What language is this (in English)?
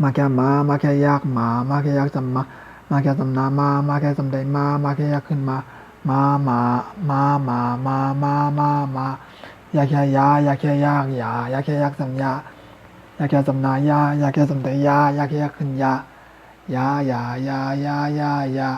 Shan